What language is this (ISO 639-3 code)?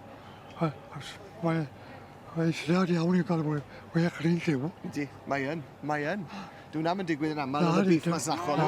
cym